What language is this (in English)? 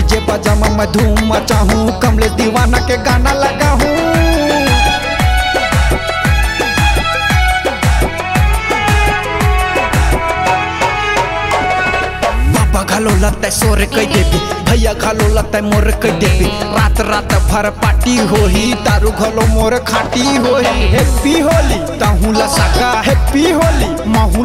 Chhattisgarhi